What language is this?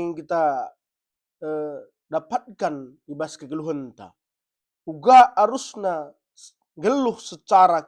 Batak Karo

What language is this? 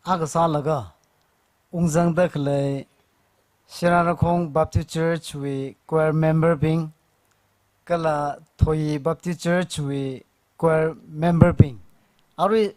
Tangkhul Naga (India)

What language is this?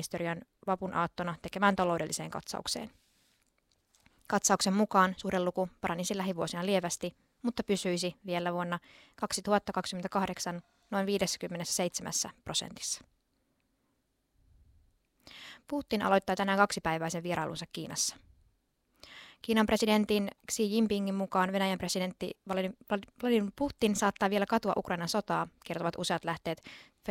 Finnish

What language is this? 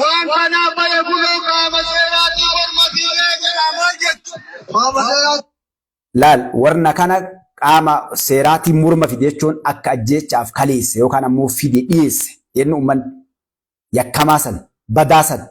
Oromo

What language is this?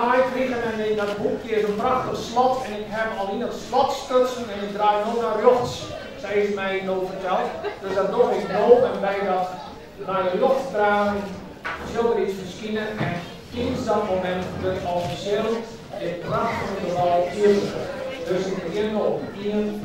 Western Frisian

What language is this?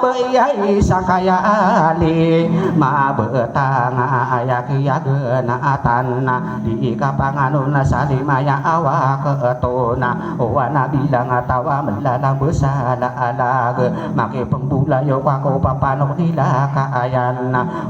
Maranao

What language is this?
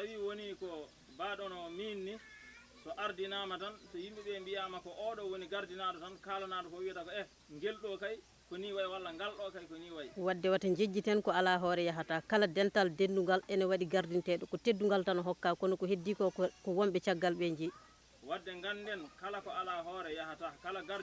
Fula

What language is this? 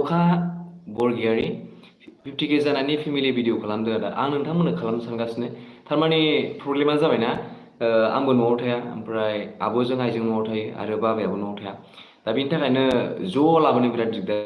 Bodo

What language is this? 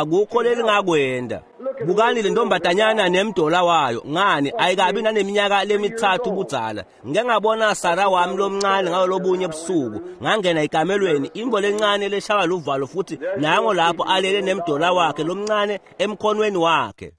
Swati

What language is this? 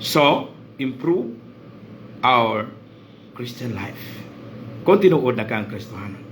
Cebuano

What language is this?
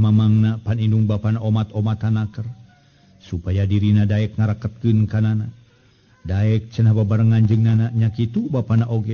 Sundanese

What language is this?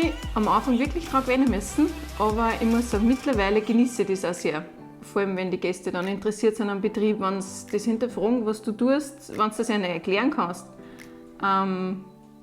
Bavarian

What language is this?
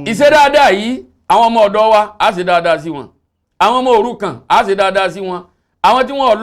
Yoruba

